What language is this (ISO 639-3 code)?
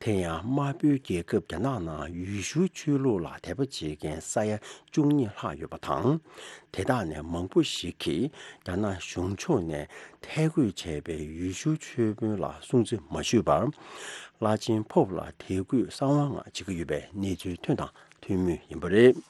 bod